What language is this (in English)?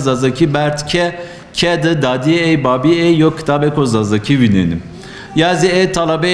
Zaza